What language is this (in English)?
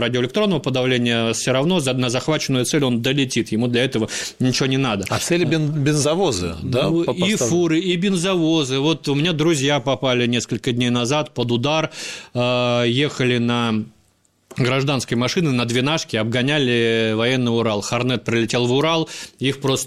Russian